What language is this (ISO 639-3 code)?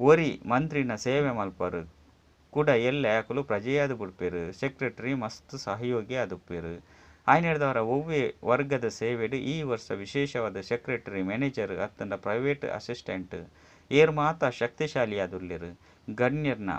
tcy